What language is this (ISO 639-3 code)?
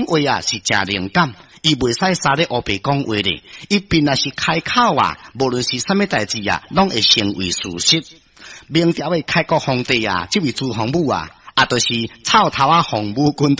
nan